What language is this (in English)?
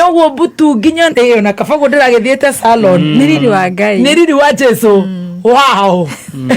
Kikuyu